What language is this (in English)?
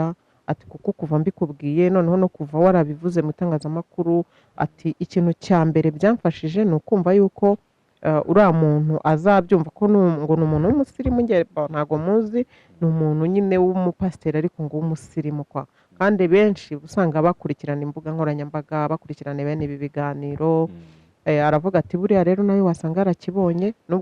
Kinyarwanda